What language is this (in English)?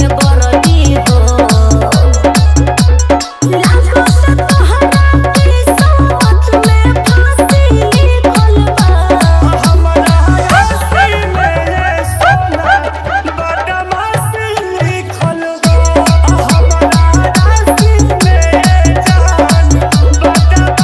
Bhojpuri